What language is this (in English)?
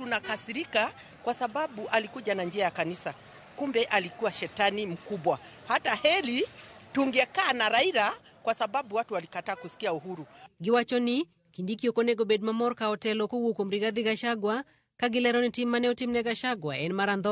Luo (Kenya and Tanzania)